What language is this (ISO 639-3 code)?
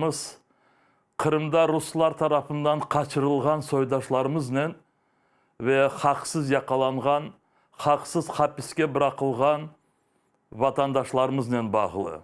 crh